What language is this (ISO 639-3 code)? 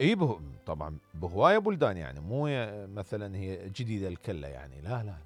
acm